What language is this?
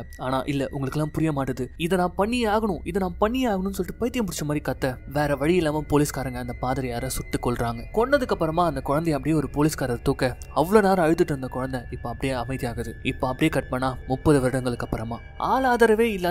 Tamil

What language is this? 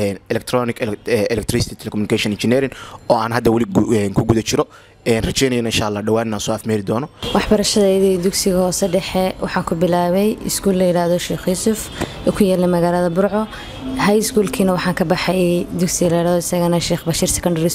Somali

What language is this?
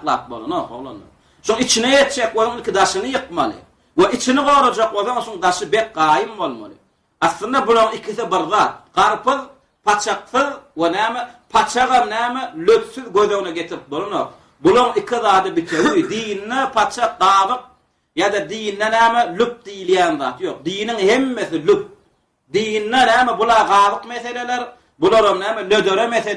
Turkmen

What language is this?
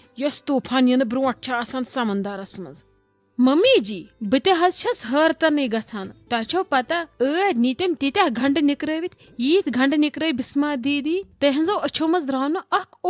Kashmiri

